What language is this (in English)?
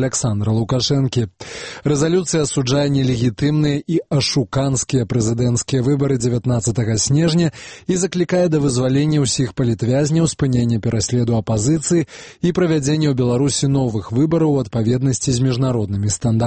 Belarusian